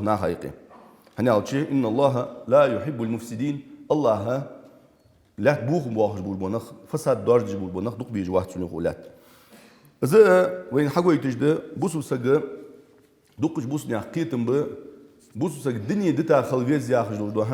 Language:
Ingush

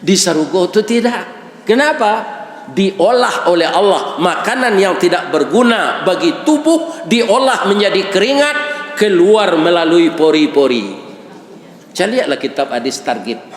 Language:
Minangkabau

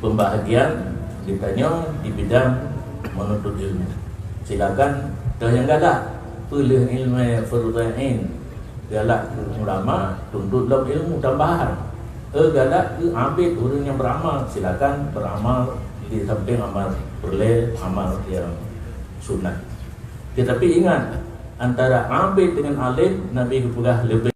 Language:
Achinese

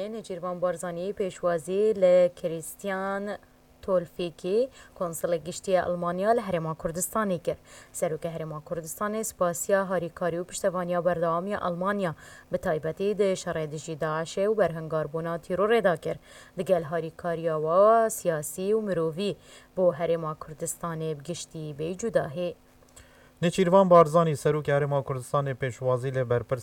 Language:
Kurdish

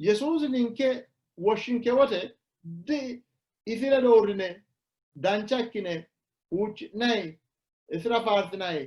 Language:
Sidamo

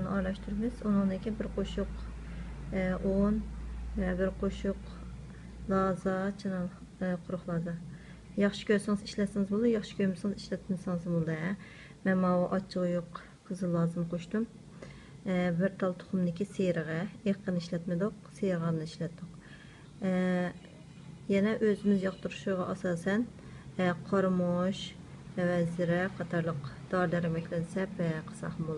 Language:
Uyghur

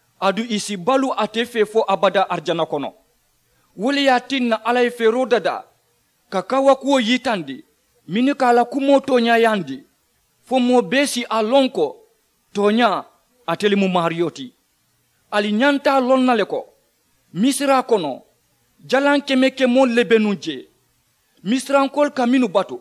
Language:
Mandingo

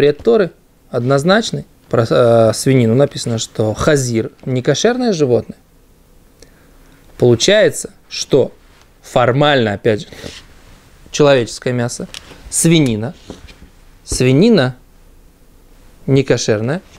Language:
Russian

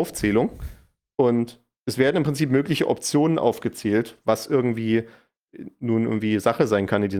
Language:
German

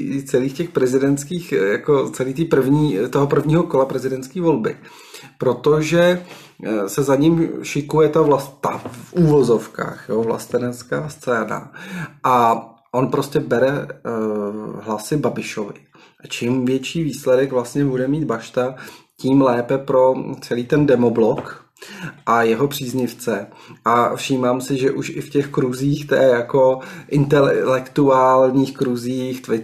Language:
Czech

